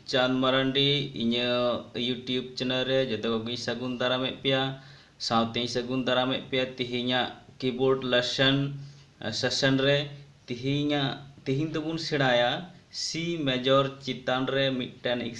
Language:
Santali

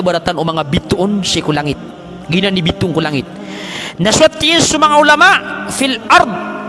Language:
Maranao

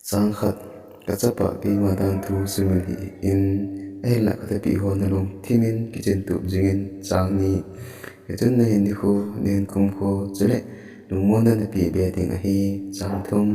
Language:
Thado Chin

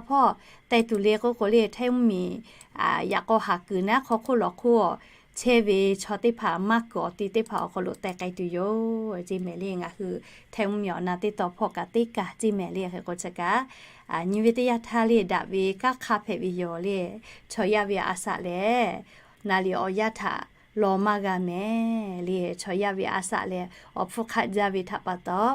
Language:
Lahu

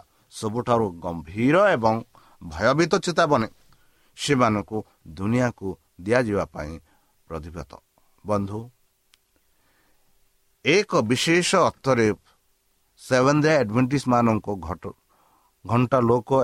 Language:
Odia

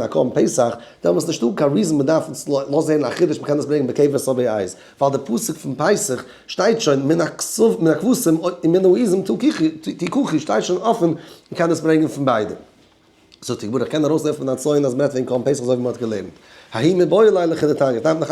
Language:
Yiddish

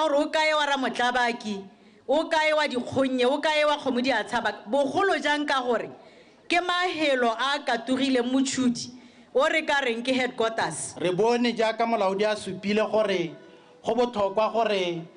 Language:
Tswana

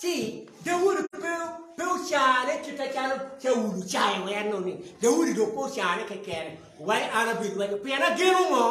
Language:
Acoli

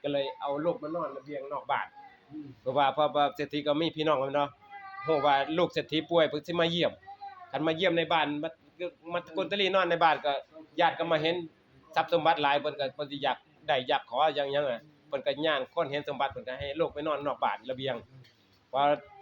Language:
Northeastern Thai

